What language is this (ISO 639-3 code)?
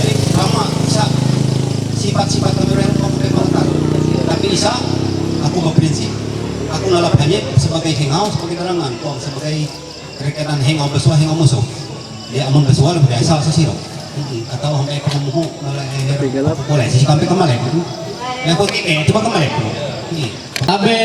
mhy